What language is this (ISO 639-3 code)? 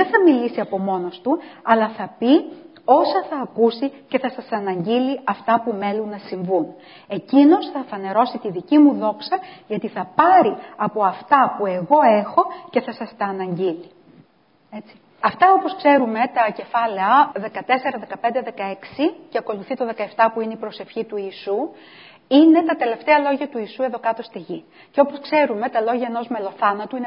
ell